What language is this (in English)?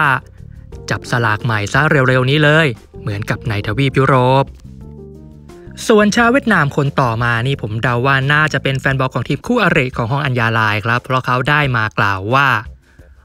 Thai